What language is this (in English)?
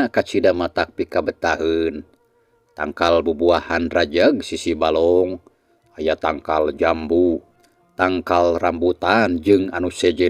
Sundanese